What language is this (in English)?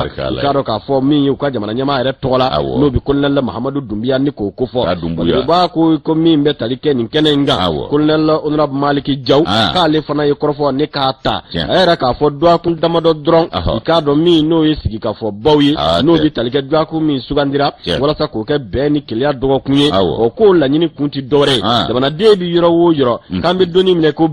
Bambara